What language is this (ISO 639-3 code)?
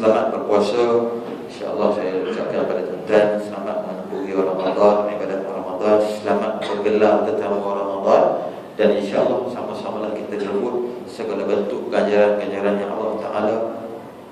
msa